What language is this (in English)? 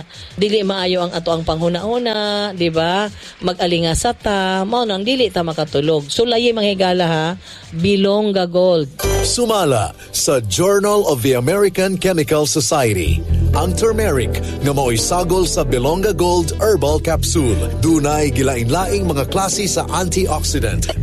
Cebuano